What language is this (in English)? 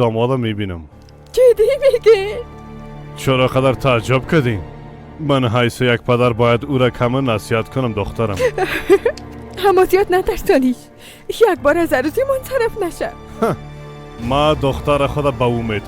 Persian